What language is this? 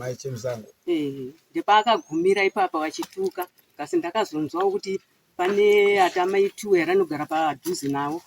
Shona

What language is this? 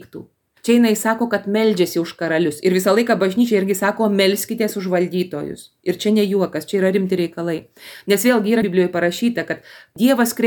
Lithuanian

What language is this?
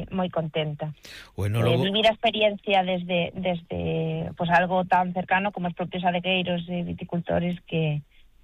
Galician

